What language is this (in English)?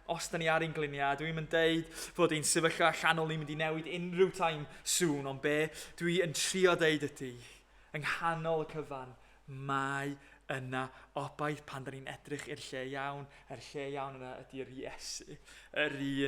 Welsh